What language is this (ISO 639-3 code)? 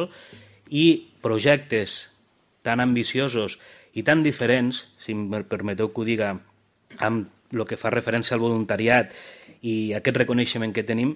cat